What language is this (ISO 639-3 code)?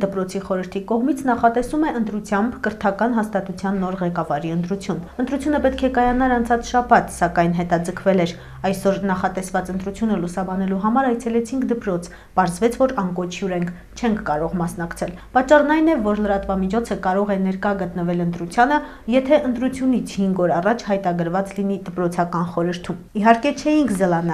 hye